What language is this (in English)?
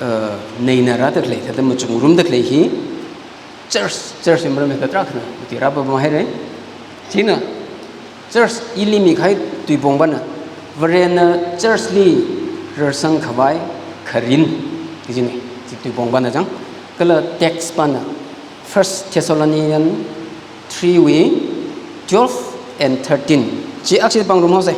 Tangkhul Naga (India)